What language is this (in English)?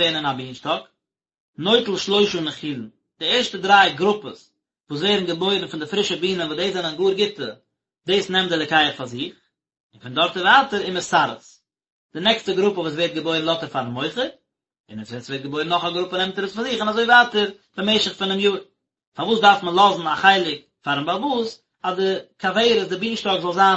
Yiddish